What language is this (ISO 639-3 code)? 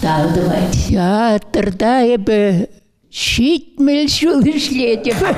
chv